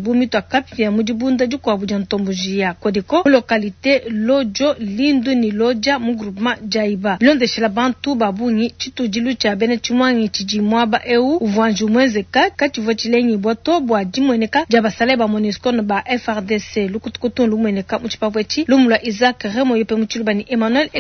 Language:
Luba-Lulua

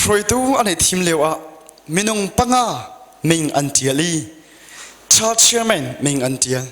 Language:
Hakha Chin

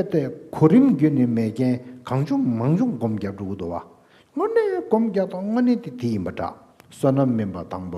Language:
Tibetan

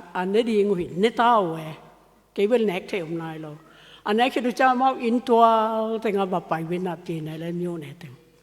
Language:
Tedim Chin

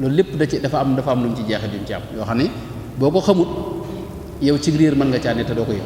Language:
Wolof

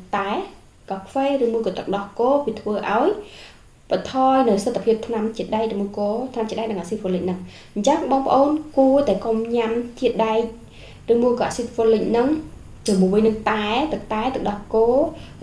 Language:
Khmer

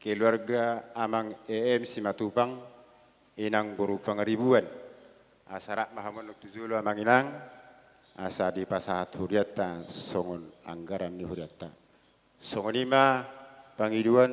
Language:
Batak Toba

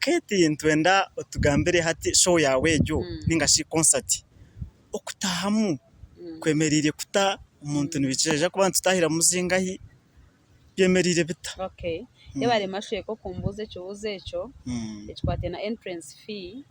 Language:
Nyankole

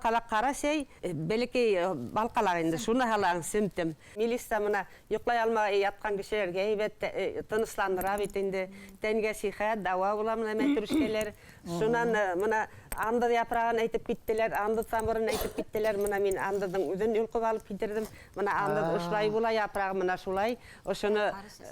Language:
Bashkir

